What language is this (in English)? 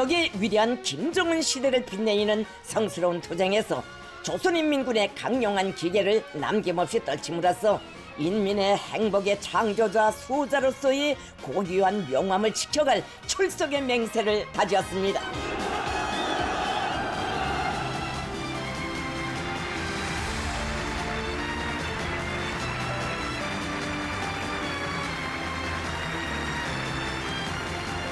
Korean